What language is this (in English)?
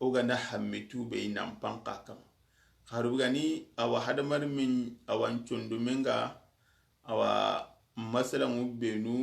Soninke